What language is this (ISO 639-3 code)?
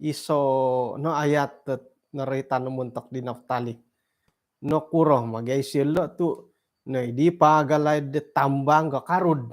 dtp